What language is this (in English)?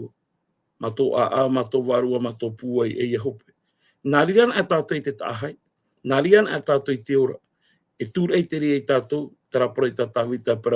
Tahitian